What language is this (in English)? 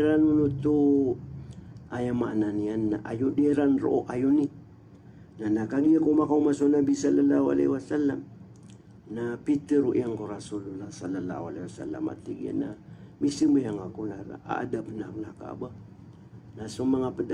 Maranao